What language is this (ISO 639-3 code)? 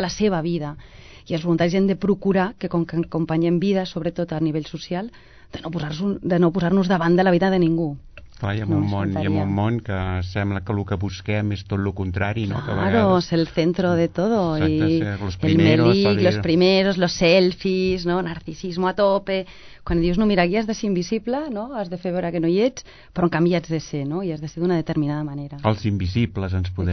cat